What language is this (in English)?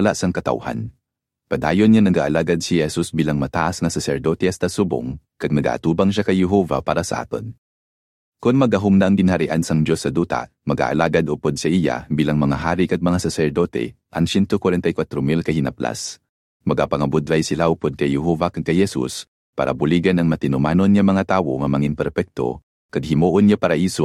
Hiligaynon